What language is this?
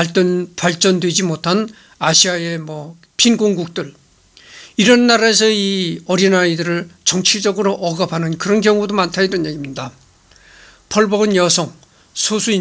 Korean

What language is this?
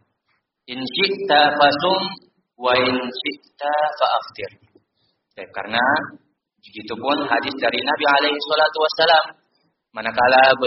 Indonesian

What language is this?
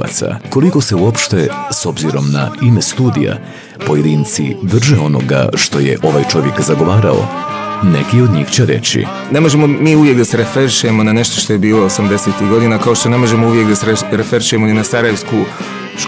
Bosnian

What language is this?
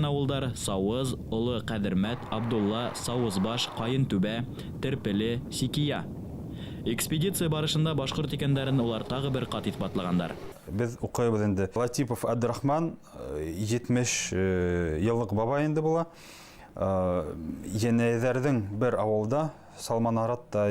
Bashkir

